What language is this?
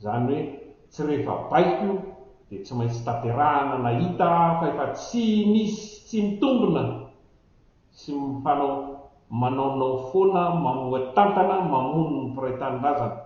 Malagasy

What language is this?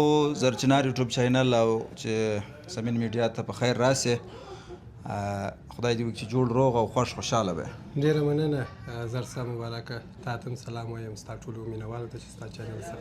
Pashto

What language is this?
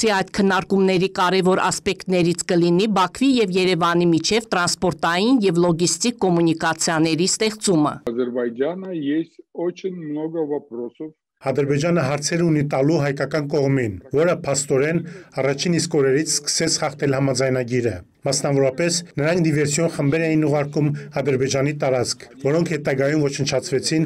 Armenian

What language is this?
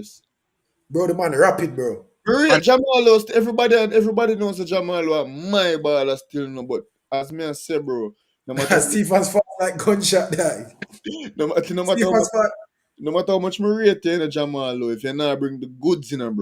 Jamaican Creole English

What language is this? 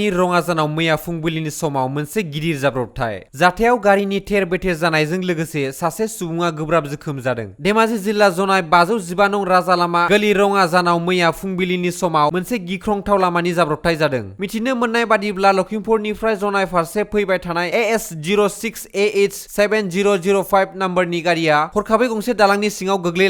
Bodo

